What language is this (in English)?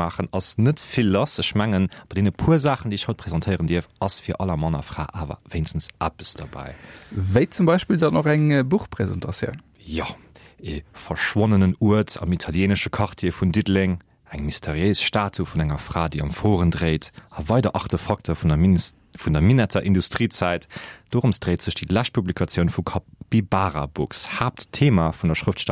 Luxembourgish